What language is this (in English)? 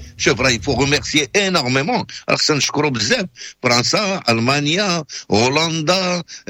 Moroccan Arabic